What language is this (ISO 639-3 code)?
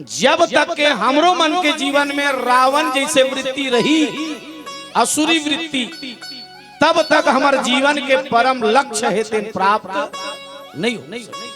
hne